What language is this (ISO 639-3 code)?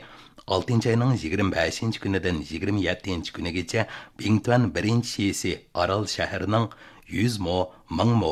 uig